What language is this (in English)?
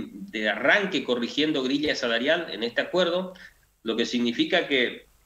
Spanish